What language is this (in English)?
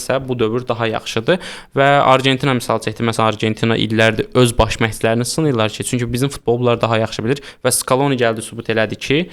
Azerbaijani